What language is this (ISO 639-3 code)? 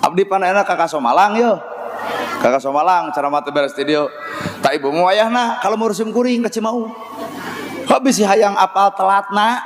sun